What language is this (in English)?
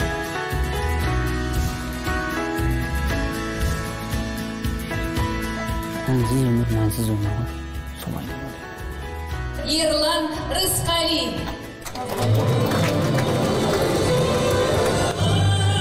Kazakh